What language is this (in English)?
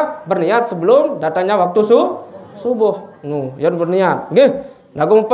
Sasak